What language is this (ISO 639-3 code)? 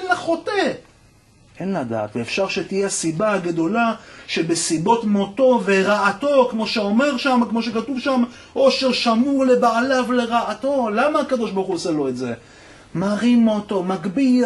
heb